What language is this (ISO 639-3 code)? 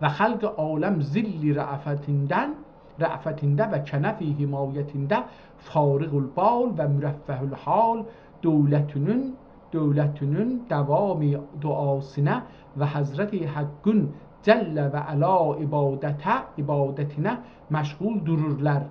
azb